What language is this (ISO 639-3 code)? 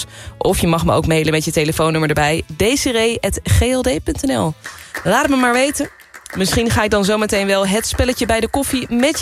nld